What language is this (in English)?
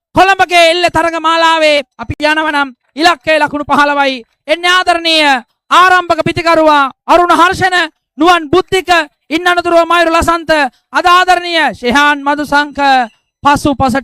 Sinhala